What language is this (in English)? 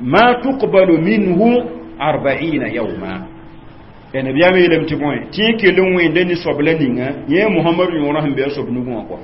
Mossi